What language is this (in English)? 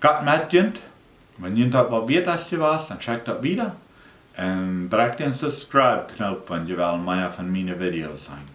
Plautdietsch